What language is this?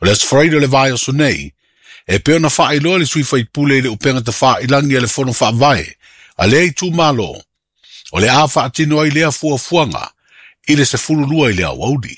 Samoan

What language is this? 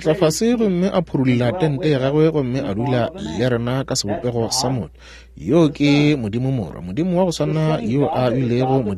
Northern Sotho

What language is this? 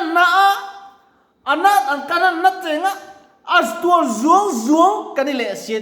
Mizo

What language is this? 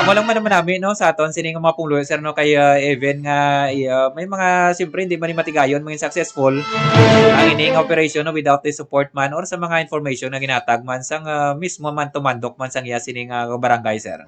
Hiligaynon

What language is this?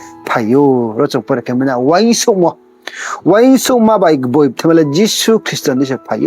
Riang (India)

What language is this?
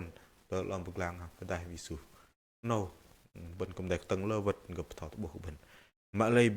Bahnar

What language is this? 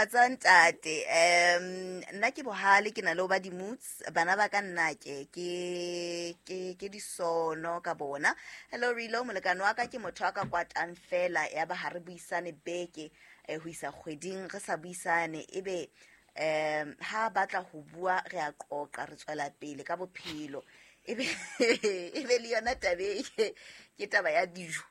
Southern Sotho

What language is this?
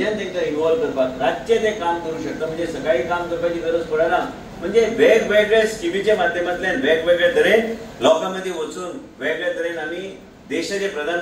Konkani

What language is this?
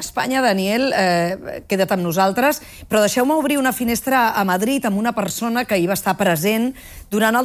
Catalan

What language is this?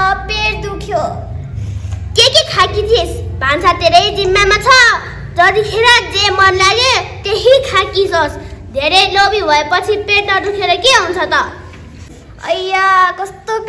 Nepali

